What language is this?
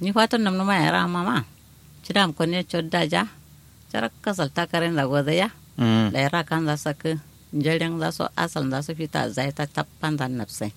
Kanuri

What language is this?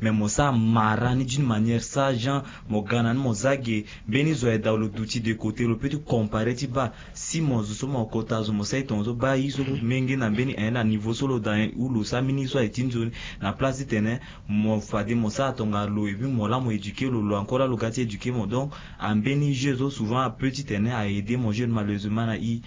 Sango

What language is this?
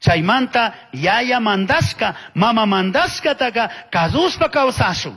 Chimborazo Highland Quichua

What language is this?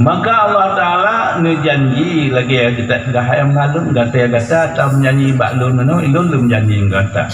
Achinese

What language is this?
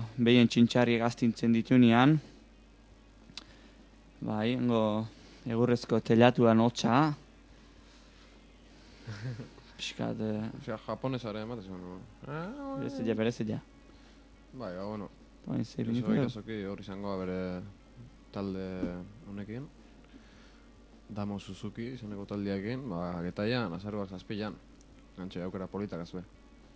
Basque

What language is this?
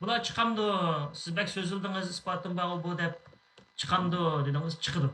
Uyghur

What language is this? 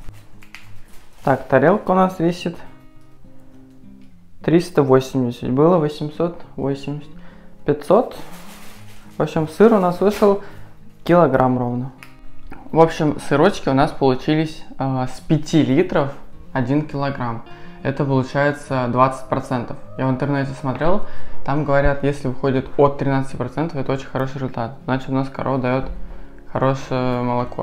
Russian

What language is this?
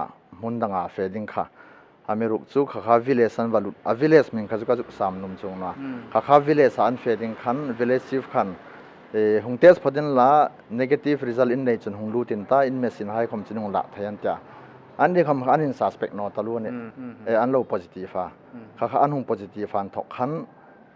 Hmar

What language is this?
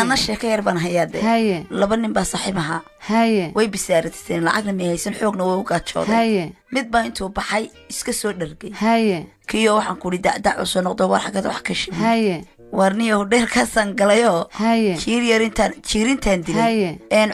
Somali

